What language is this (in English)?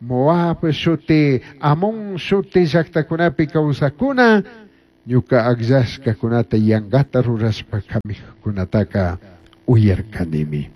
Chimborazo Highland Quichua